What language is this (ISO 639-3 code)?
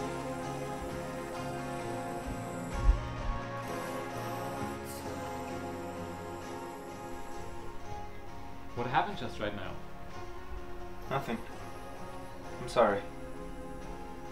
eng